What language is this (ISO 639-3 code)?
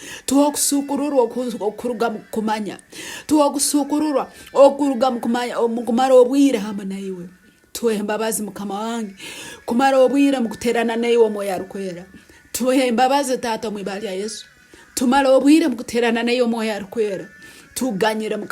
nyn